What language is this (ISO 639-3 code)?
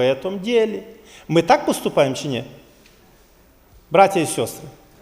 ukr